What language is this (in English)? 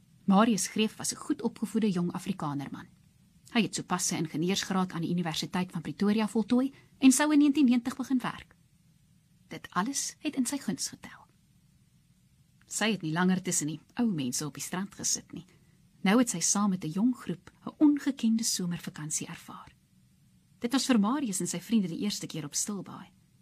Afrikaans